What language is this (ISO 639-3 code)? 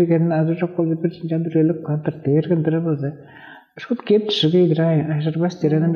tyv